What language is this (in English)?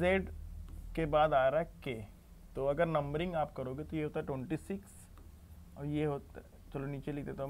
Hindi